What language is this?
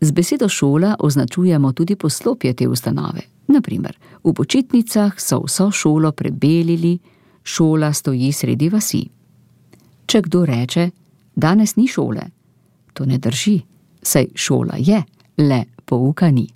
Slovenian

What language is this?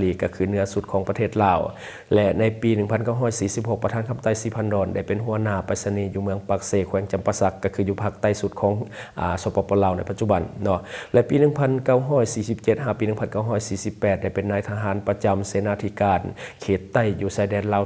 Lao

